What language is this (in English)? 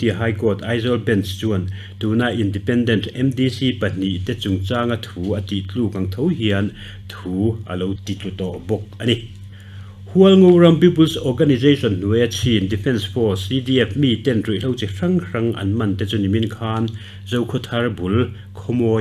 Mizo